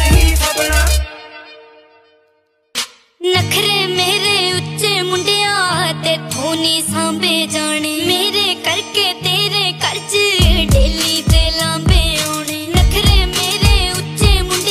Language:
Punjabi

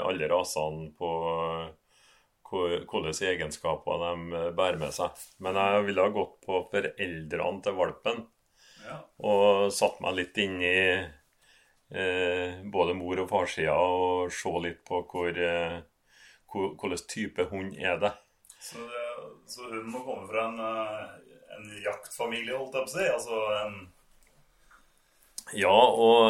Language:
Norwegian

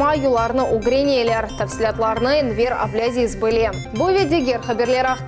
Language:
Crimean Tatar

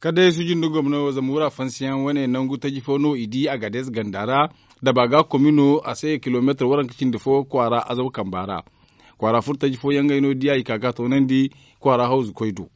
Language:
Zarma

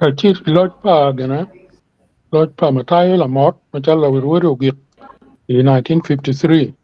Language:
Acoli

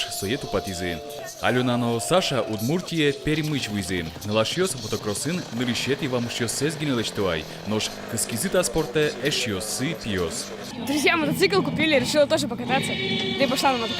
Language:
Udmurt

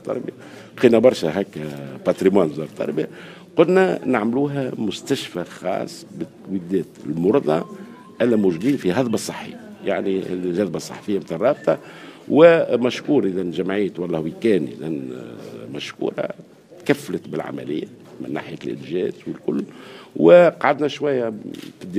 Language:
Tunisian Arabic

